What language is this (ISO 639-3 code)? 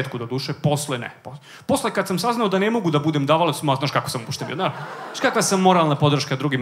srp